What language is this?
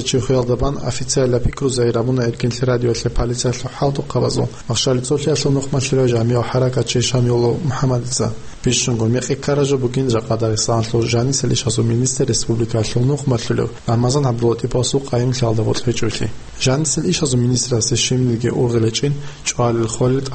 Avaric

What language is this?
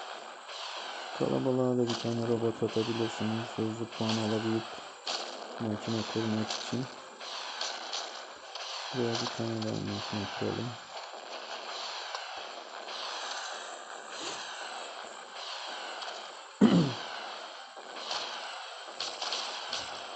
Turkish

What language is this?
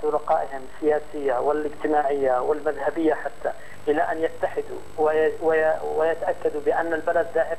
Arabic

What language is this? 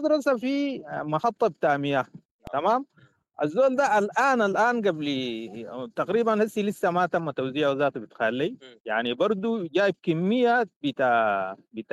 Sudanese Arabic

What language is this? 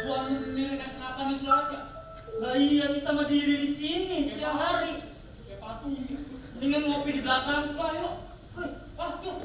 Betawi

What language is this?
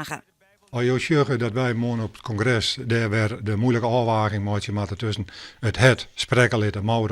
Western Frisian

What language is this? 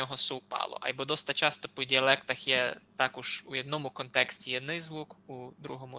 Rusyn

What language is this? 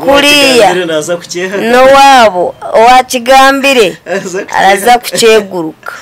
Nyankole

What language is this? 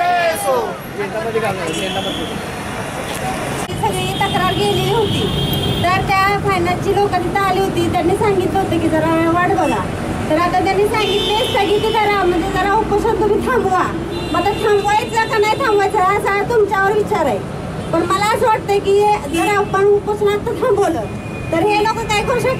Marathi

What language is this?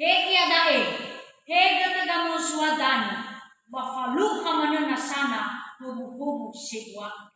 Nias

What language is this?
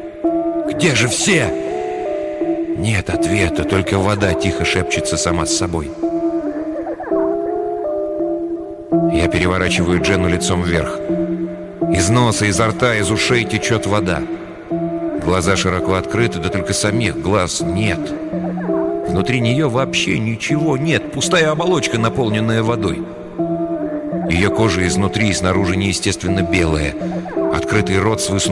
Russian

